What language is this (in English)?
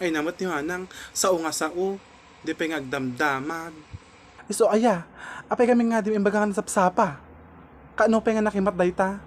Iloko